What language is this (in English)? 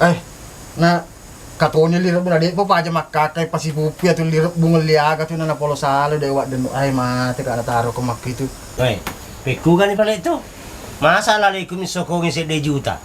Buginese